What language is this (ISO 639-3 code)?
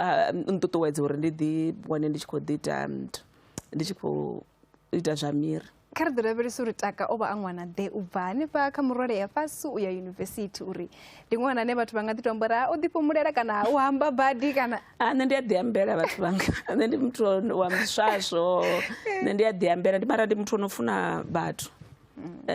ven